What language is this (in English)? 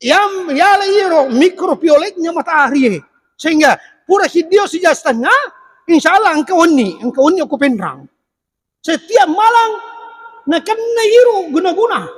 Buginese